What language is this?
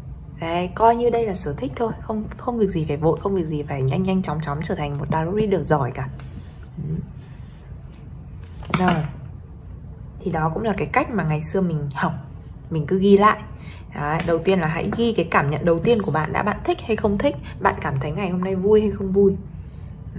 Vietnamese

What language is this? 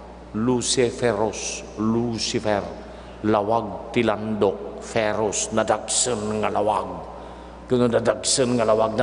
Iloko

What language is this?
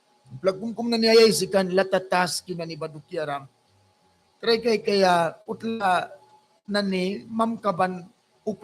Mískito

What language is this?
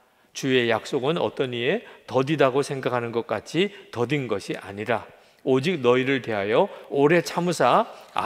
Korean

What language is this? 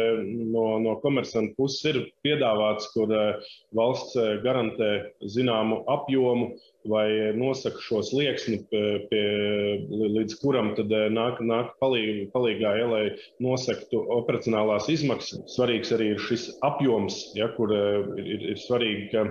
Latvian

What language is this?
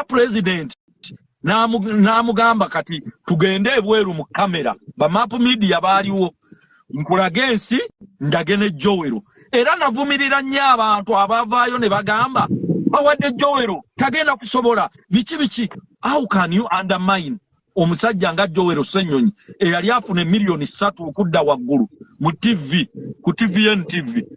Ganda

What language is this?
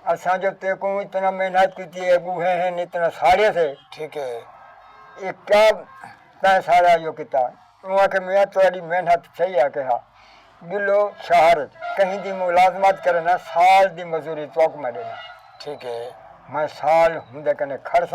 Saraiki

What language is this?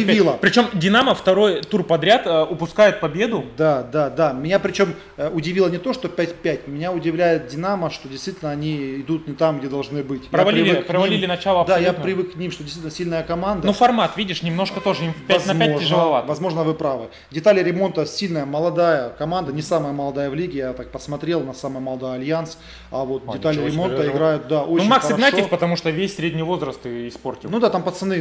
Russian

